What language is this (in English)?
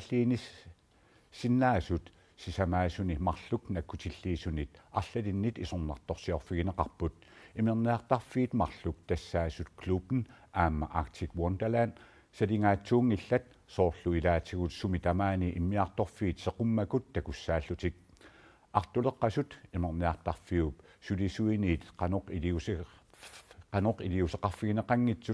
Kalaallisut